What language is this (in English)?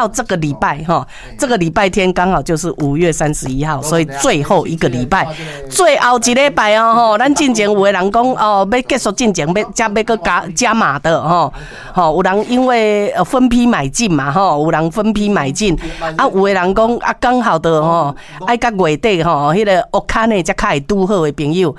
Min Nan Chinese